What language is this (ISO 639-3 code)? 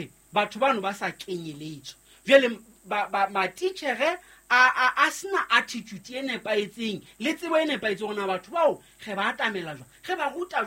sot